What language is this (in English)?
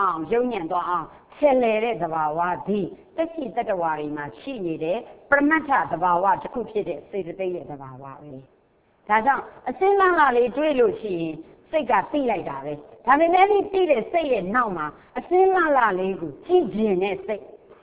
Burmese